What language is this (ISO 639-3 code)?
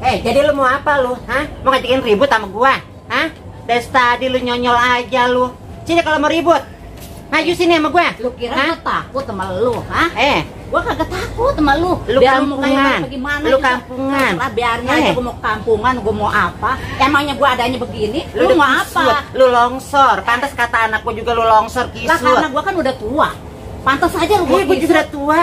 bew